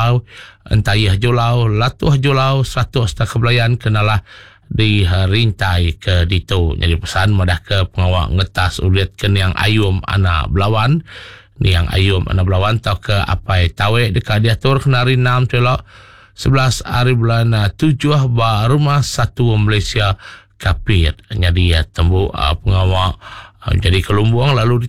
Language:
Iban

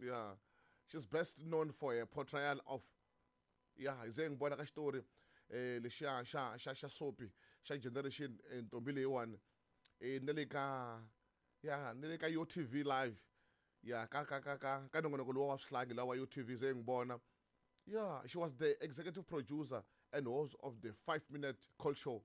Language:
Tsonga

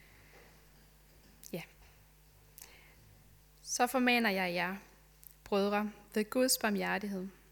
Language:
Danish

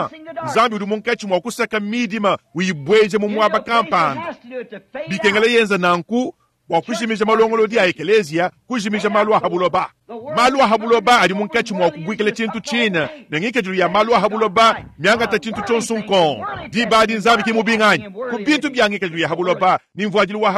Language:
Luba-Lulua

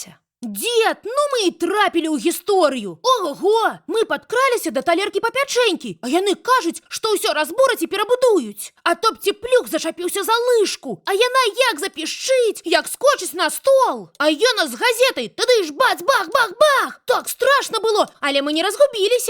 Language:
Belarusian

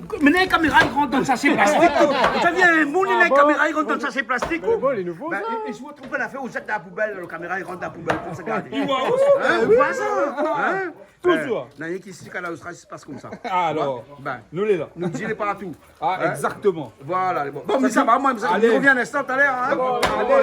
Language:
Réunion Creole French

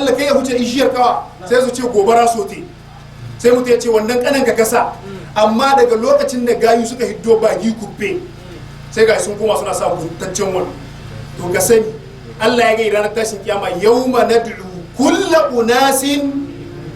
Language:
Hausa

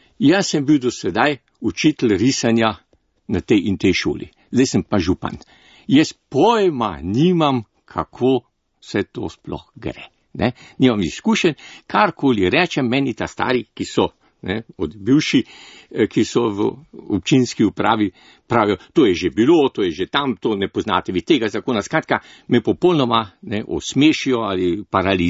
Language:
Slovenian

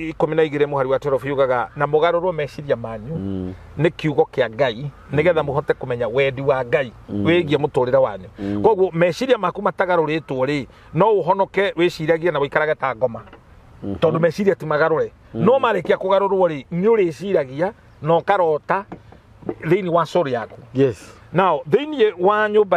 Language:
Kikuyu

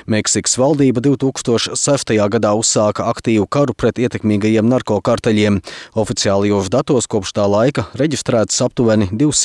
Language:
Latvian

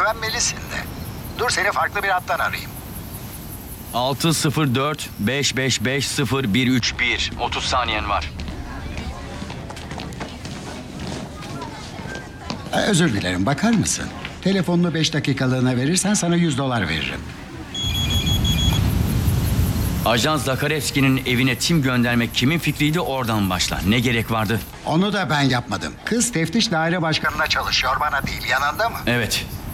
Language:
Turkish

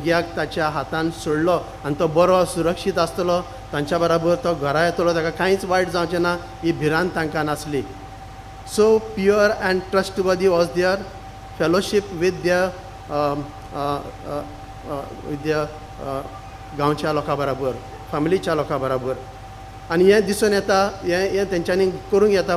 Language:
Konkani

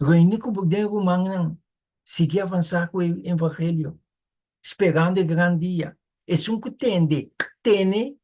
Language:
Papiamento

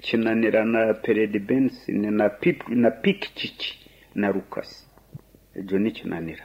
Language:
Nyankole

